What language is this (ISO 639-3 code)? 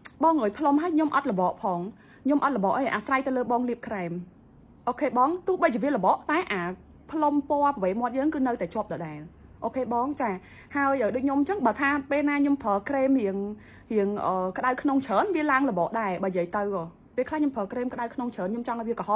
khm